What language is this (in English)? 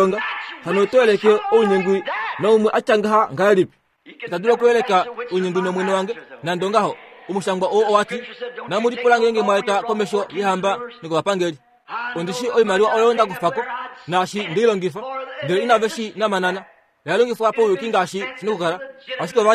Kuanyama